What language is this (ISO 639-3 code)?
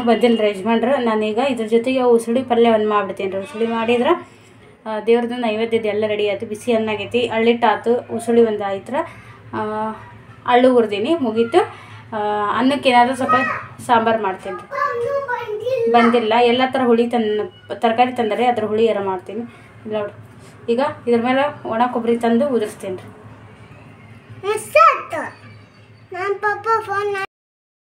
kan